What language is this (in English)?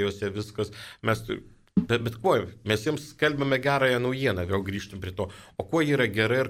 Lithuanian